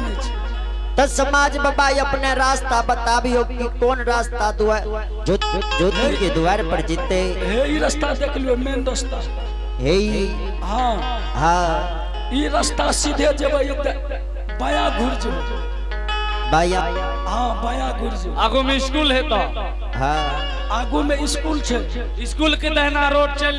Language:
Angika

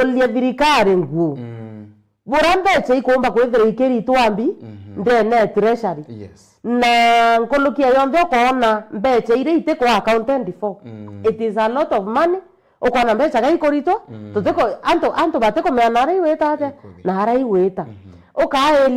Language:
Meru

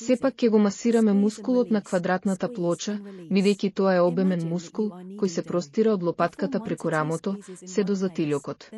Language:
Macedonian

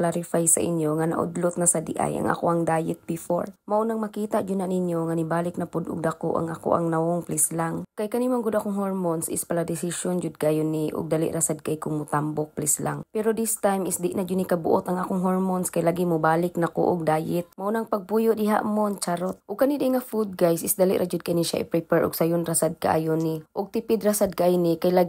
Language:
Cebuano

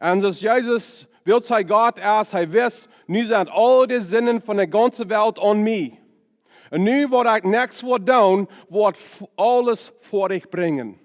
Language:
Plautdietsch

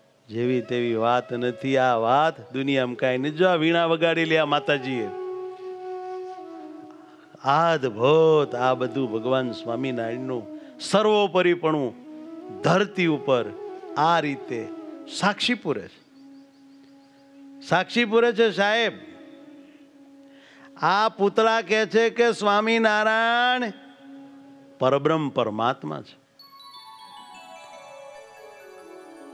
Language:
Gujarati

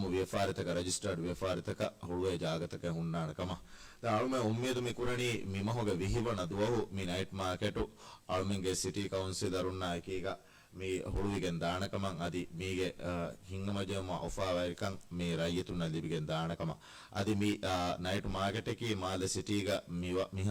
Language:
Divehi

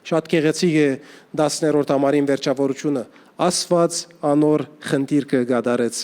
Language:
Western Armenian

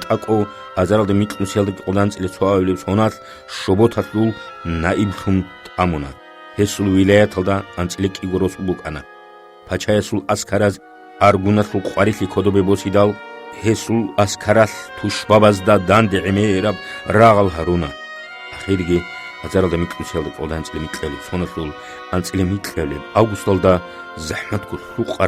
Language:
Avaric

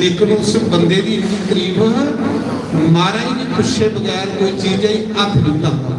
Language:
Dogri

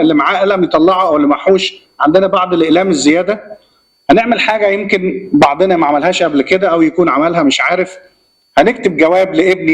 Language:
Egyptian Arabic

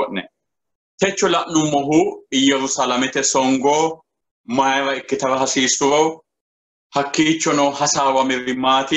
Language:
Sidamo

